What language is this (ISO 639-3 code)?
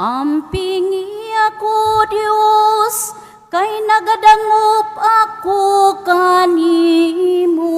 ceb